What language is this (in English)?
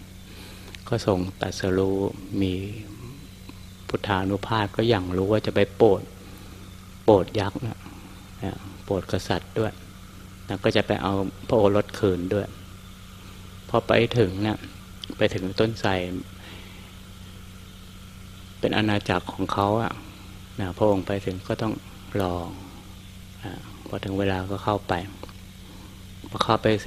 Thai